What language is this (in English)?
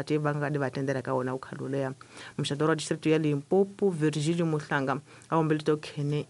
Tsonga